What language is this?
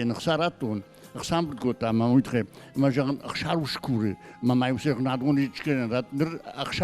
Ossetic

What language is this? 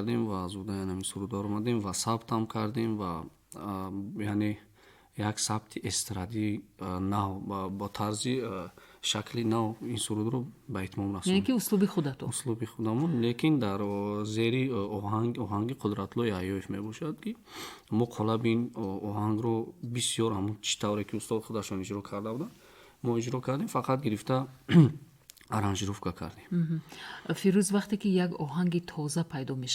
Tajik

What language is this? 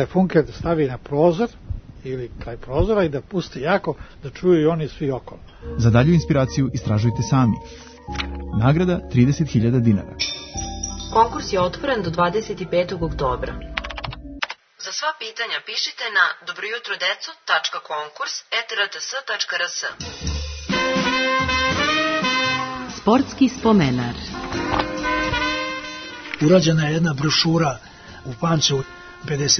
Serbian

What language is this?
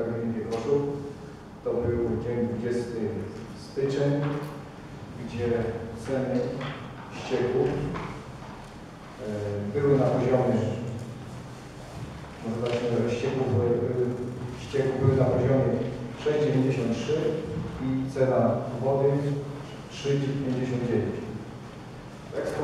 Polish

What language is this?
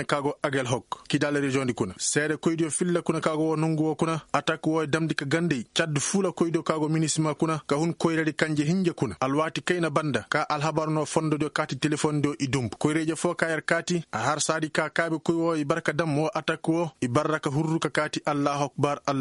Koyraboro Senni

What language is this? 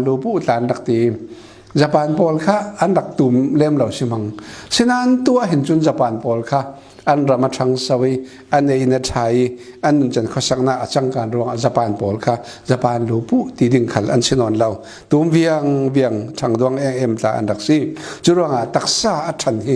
Falam Chin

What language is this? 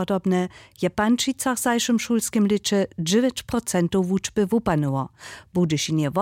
Upper Sorbian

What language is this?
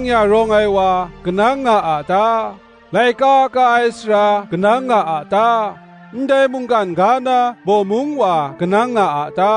Kachin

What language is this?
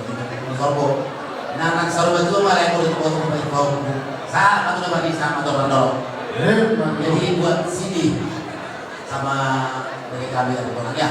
Batak Toba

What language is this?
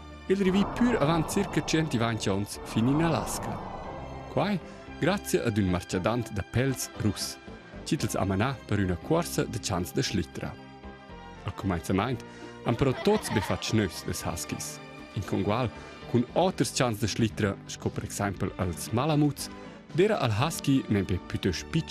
Romansh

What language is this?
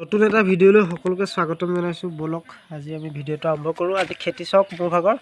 Assamese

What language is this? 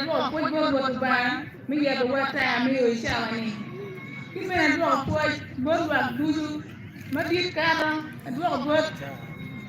Acoli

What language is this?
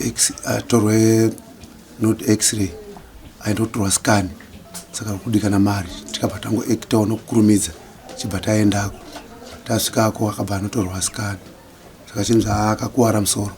Shona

